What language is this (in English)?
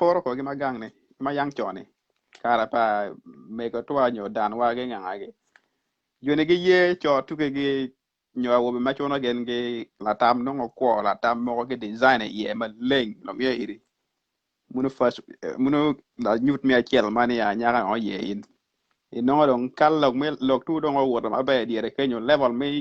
Acoli